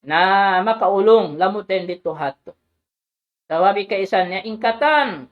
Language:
Tausug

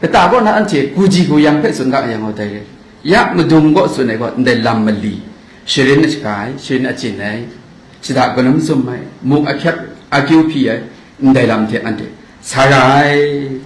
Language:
Kachin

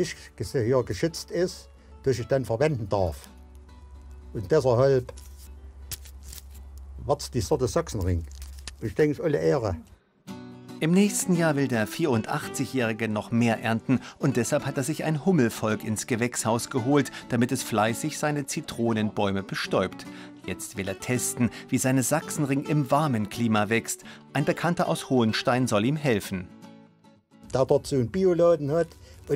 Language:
German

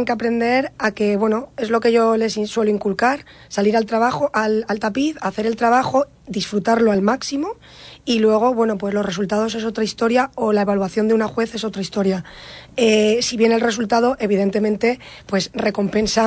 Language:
Spanish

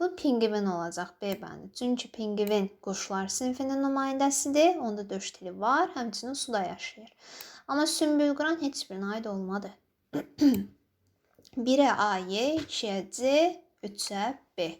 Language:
Azerbaijani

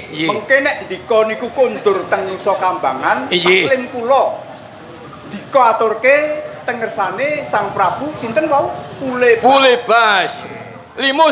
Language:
Javanese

